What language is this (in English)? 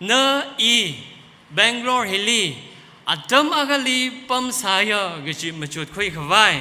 Tangkhul Naga (India)